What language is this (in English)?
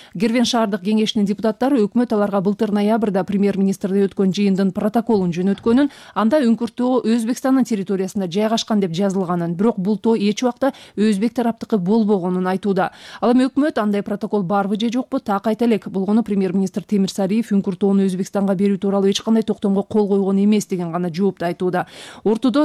Kyrgyz